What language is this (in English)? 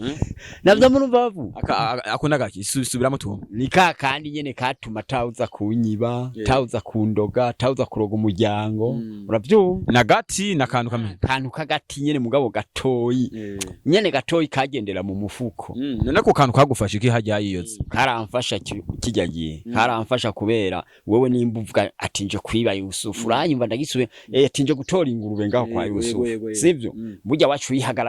Rundi